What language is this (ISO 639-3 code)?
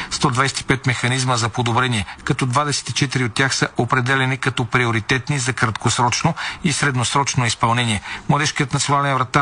bul